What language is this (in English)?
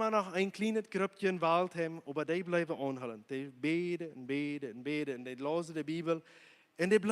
Plautdietsch